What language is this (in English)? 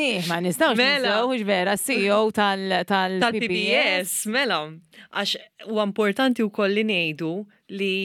Maltese